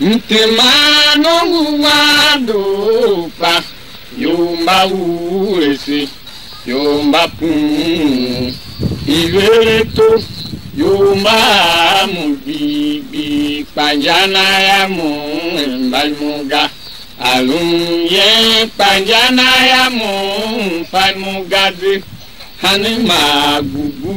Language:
Tiv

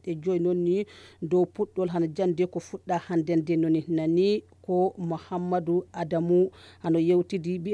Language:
Nigerian Fulfulde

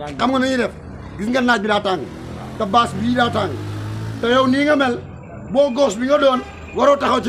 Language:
Wolof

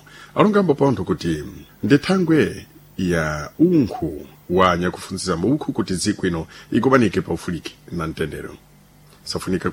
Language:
Sena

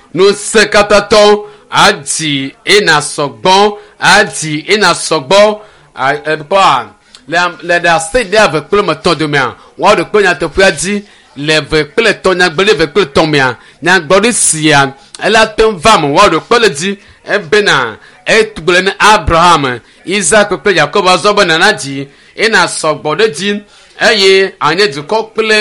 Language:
Ewe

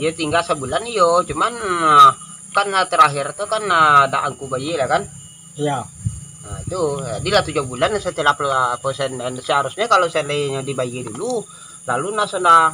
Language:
Minangkabau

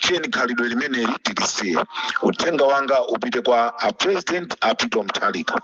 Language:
Nyanja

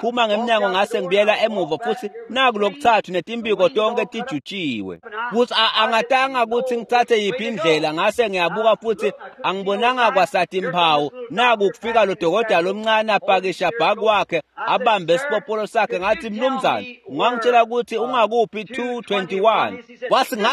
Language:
Swati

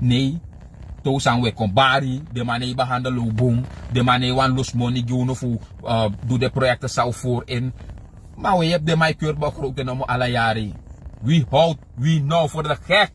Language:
Sranan Tongo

